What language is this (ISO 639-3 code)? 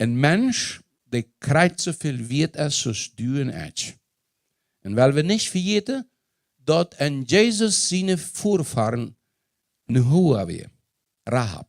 pdt